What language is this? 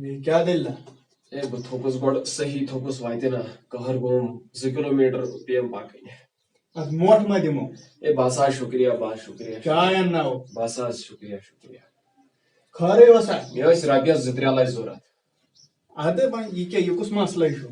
Kashmiri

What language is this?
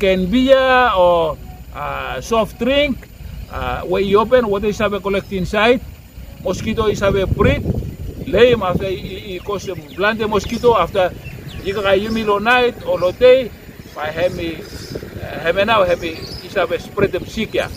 Bislama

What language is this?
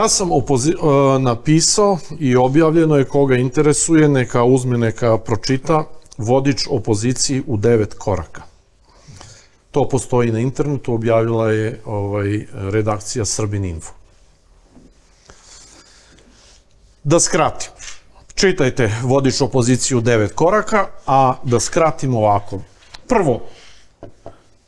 Serbian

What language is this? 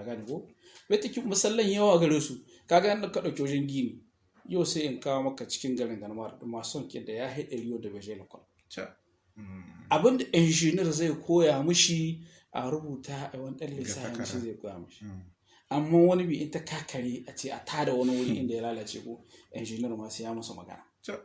Hausa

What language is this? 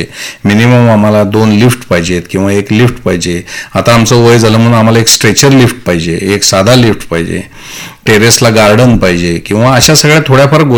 Marathi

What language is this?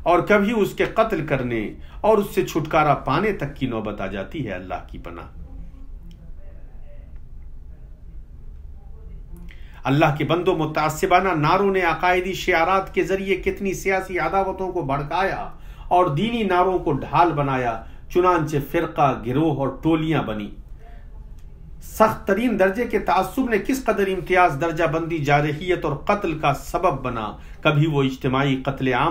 Urdu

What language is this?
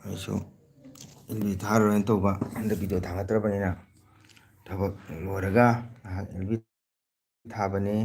Manipuri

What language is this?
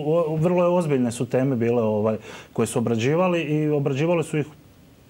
Croatian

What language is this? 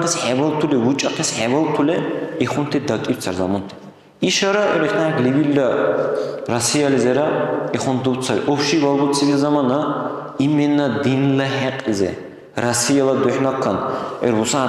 Dargwa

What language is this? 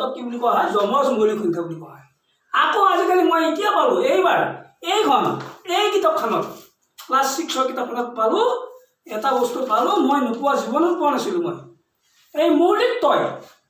Assamese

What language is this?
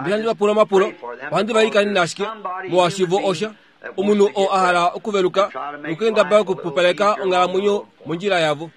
Kuanyama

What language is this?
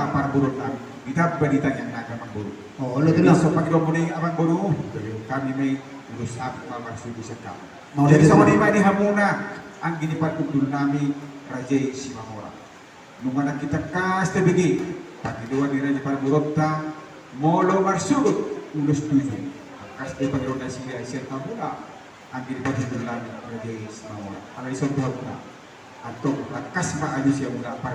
Batak Toba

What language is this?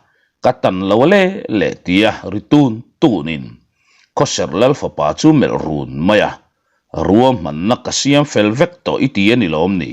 Mizo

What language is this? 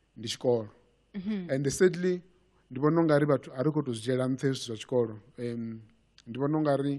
Venda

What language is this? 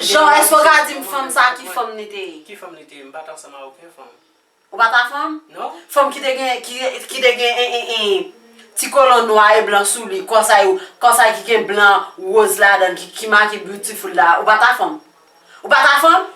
Haitian Creole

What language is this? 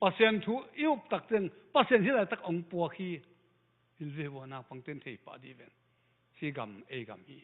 Tedim Chin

